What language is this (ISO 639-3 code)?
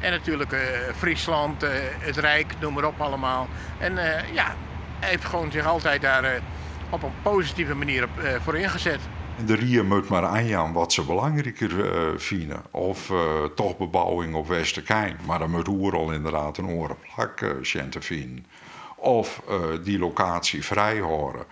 fry